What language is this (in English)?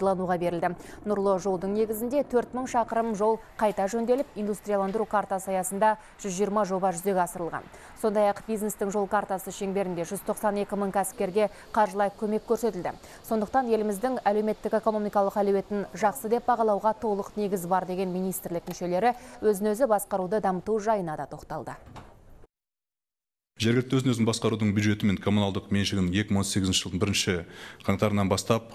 Kazakh